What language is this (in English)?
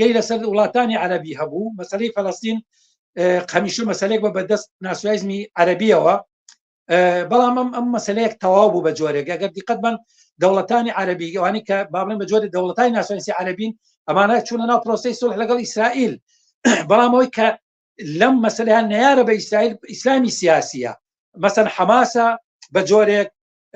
Central Kurdish